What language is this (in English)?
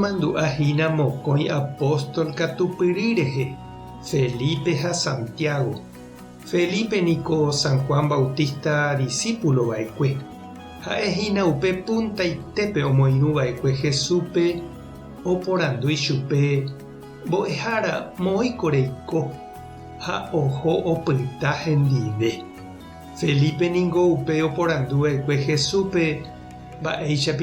Guarani